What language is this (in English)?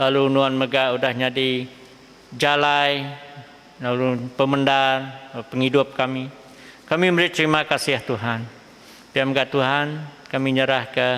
Iban